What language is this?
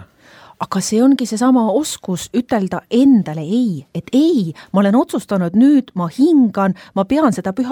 Estonian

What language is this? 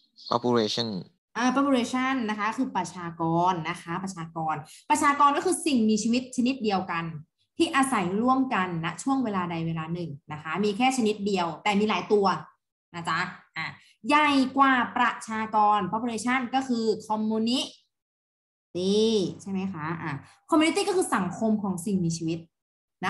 Thai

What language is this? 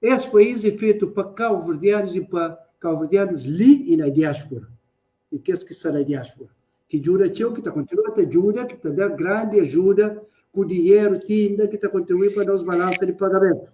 Kabuverdianu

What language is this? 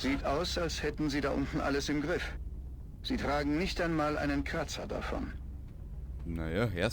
Bavarian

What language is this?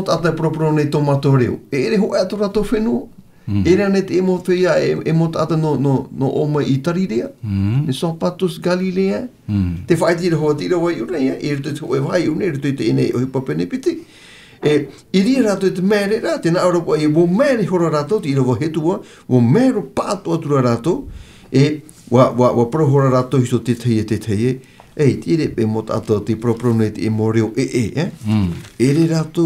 Tahitian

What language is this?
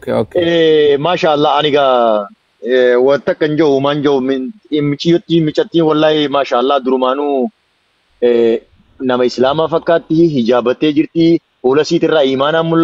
Oromo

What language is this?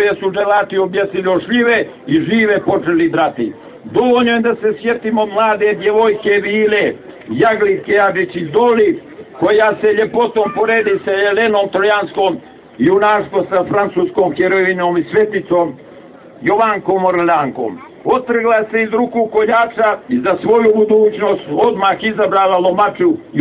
Serbian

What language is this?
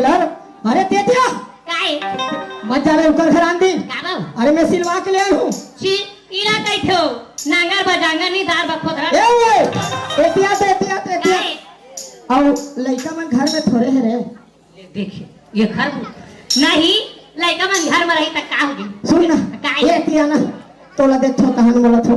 Chhattisgarhi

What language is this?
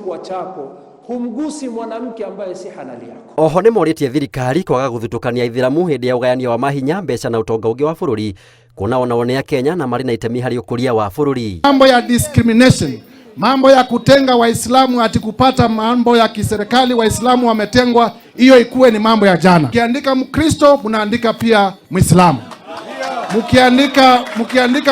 Kikuyu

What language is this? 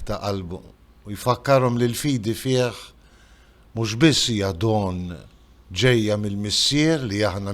Maltese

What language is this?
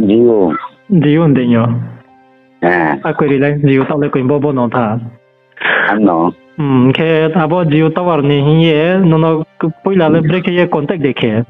Riang (India)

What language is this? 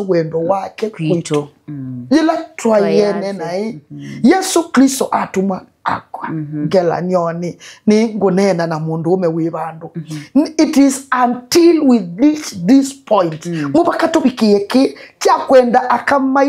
Kamba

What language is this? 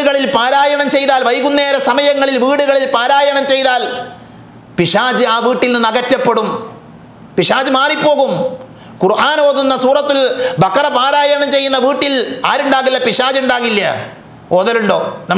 Malayalam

